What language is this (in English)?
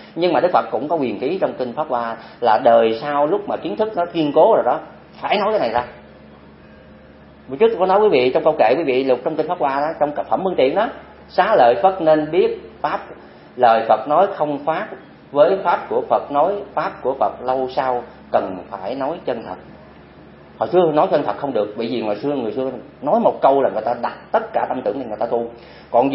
Vietnamese